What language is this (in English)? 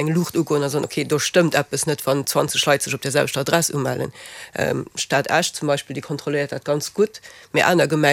Luxembourgish